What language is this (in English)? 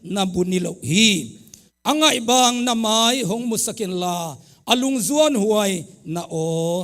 Tedim Chin